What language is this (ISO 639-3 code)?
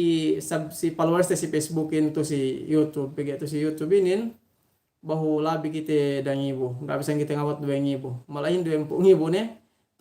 yka